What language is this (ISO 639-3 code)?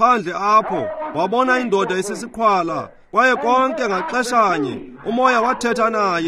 xho